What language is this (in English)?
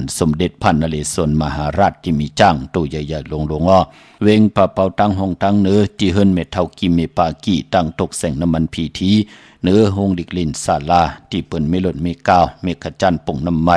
Shan